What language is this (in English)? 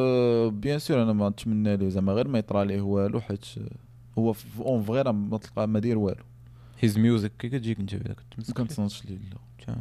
Moroccan Arabic